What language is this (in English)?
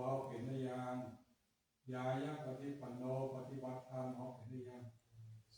Pali